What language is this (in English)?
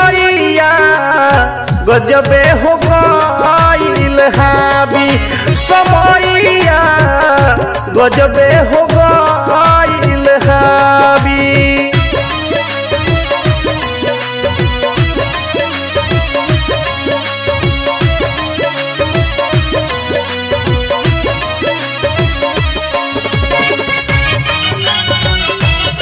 Bhojpuri